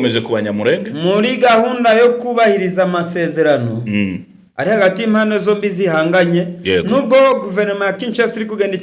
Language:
Kinyarwanda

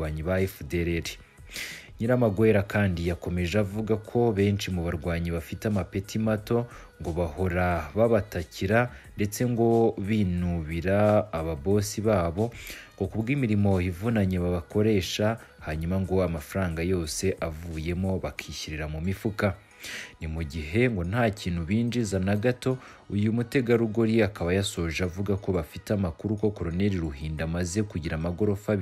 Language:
Kinyarwanda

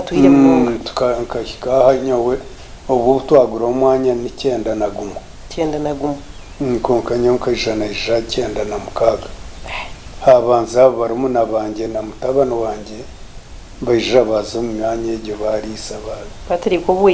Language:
Nyankole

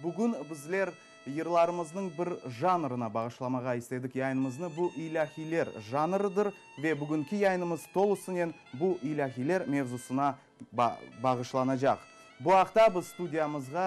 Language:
Crimean Tatar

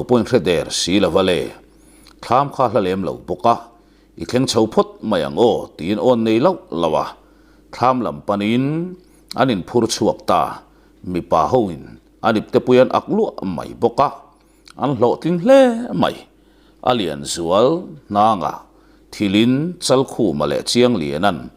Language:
Mizo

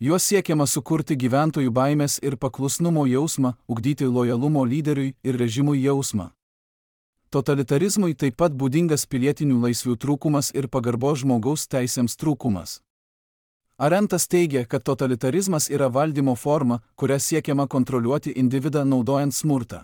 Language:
Lithuanian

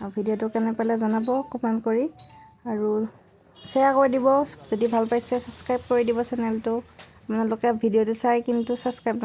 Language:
Assamese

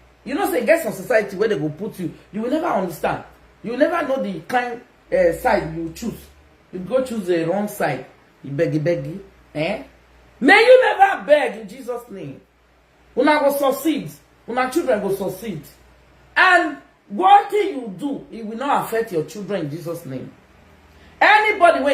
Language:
Nigerian Pidgin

